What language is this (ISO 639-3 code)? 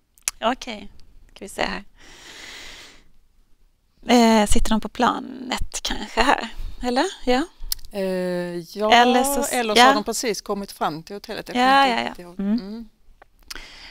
swe